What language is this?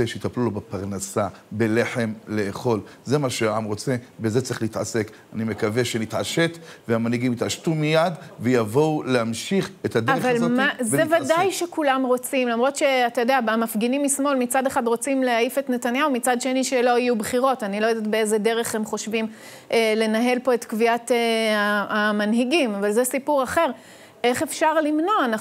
Hebrew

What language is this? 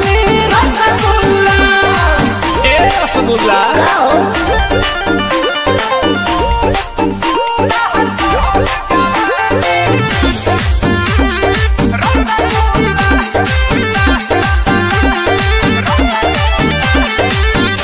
Bhojpuri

